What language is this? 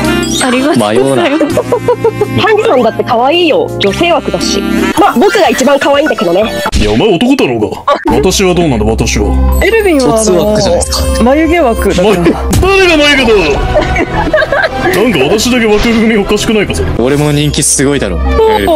Japanese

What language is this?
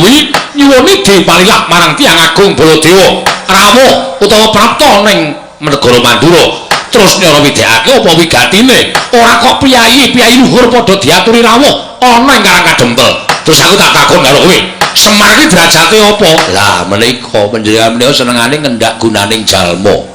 Javanese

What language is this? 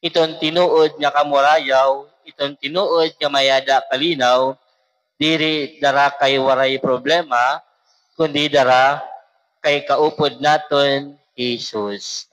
Waray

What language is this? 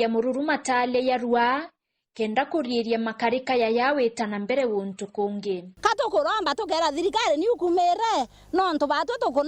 Meru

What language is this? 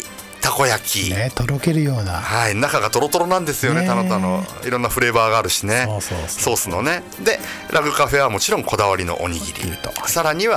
Japanese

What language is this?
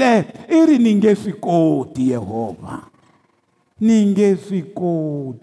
Tsonga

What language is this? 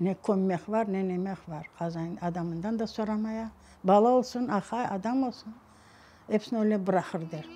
Crimean Tatar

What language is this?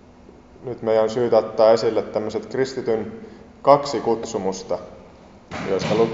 Finnish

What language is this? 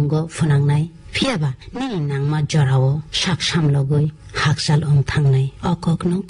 Kok Borok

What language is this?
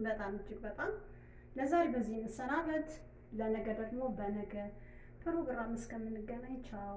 Amharic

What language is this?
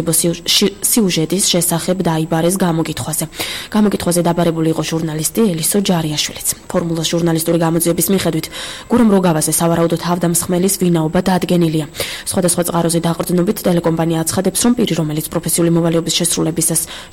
Georgian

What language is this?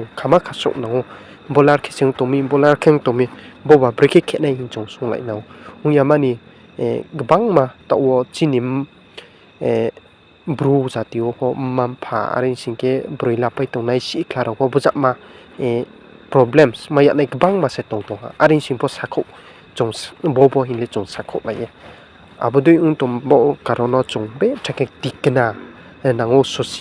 Riang (India)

